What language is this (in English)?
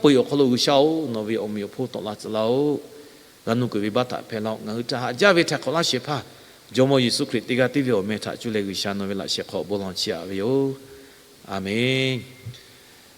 Lahu